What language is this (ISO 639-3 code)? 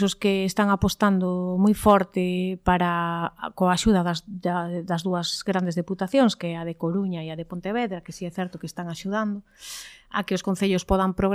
glg